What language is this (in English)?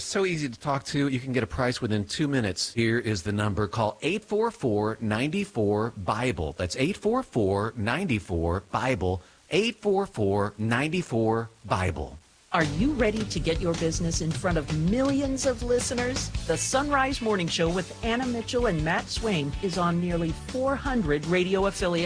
English